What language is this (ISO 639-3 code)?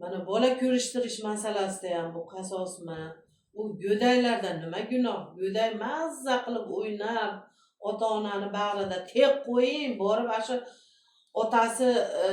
uzb